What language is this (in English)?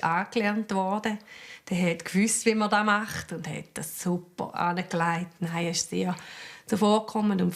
Swiss German